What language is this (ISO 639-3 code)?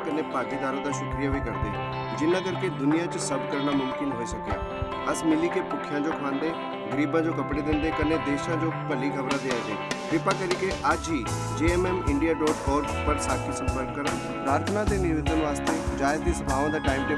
doi